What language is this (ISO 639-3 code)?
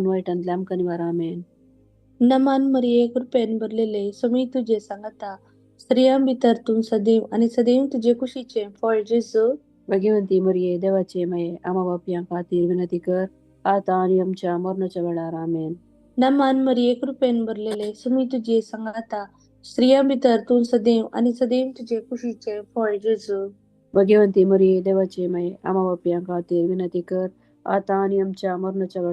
kok